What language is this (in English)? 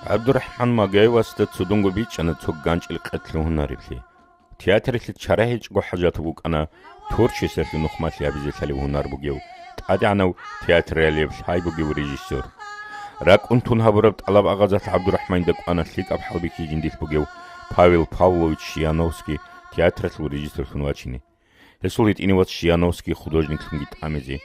Avaric